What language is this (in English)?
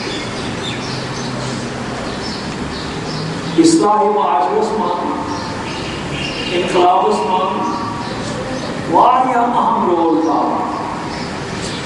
Urdu